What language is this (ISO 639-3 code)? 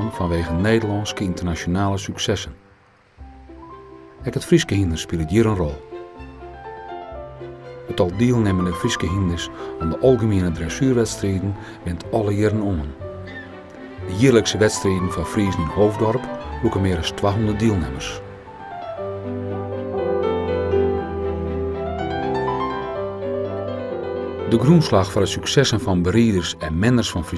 nld